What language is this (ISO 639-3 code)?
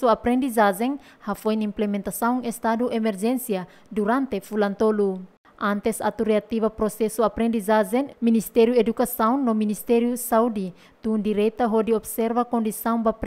tet